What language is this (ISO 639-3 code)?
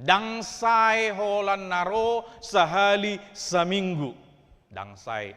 bbc